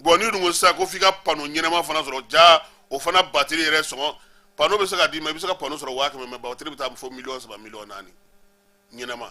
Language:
Bambara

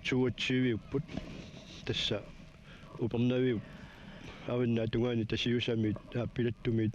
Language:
Kalaallisut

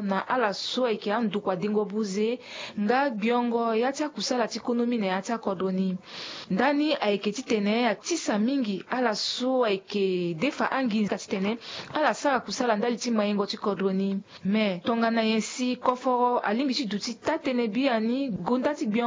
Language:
Sango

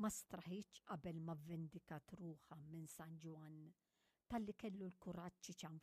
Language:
Maltese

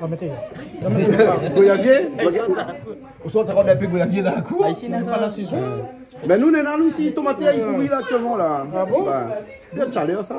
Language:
Réunion Creole French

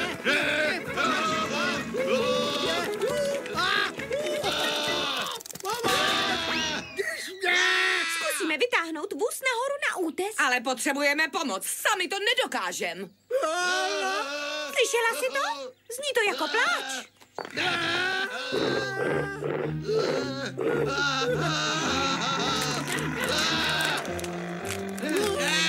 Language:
Czech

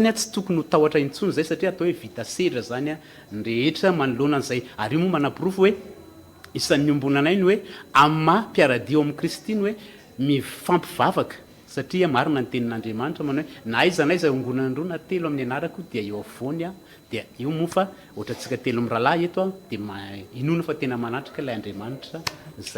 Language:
Malagasy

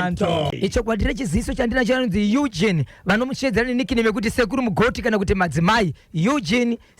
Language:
Shona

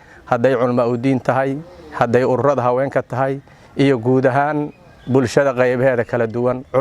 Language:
Somali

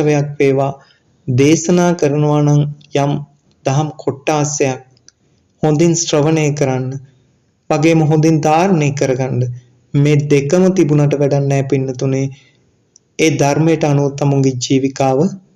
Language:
Sinhala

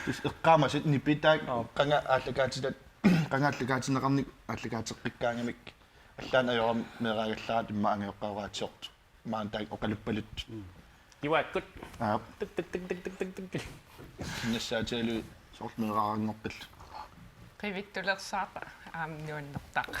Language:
Kalaallisut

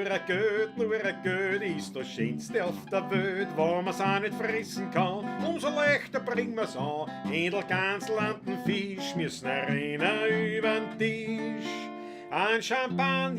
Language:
Bavarian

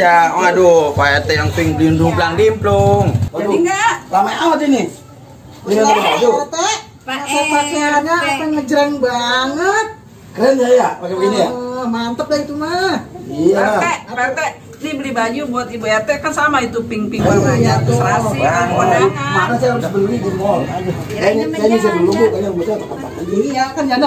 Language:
Betawi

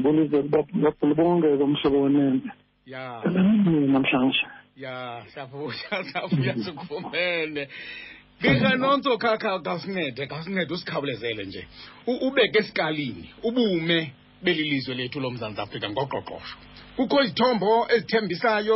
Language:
Xhosa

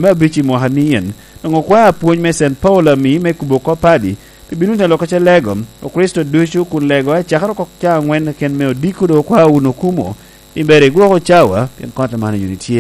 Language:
Lango (Uganda)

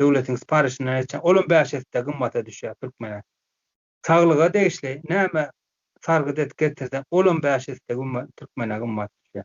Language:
Turkmen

